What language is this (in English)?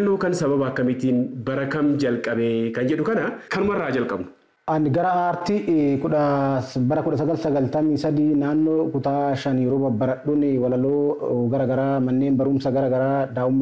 Oromo